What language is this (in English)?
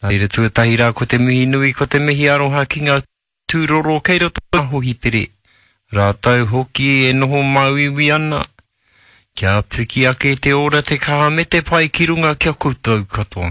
Māori